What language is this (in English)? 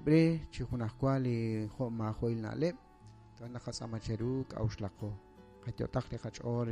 Kekchí